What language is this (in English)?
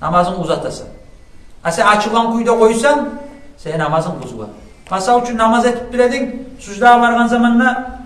Kumyk